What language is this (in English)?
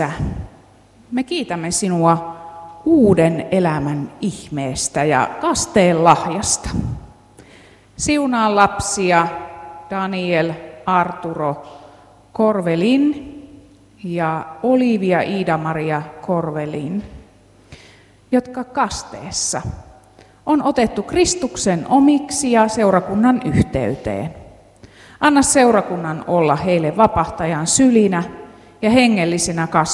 Finnish